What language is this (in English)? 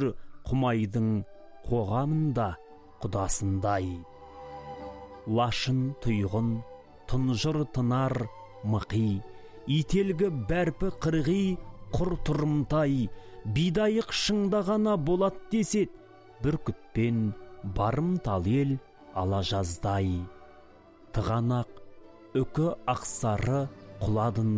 Kazakh